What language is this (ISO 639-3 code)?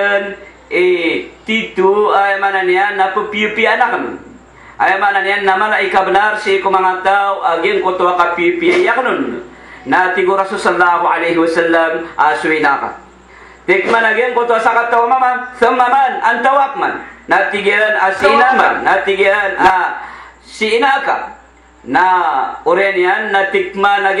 mrw